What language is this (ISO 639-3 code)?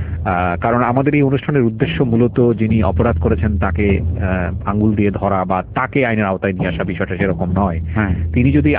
ben